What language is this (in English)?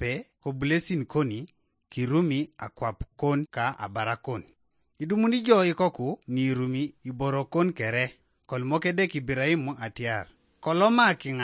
Teso